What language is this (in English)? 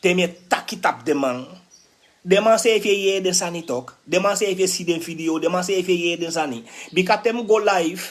Sranan Tongo